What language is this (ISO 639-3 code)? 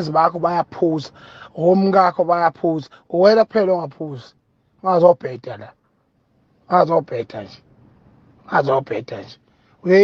zul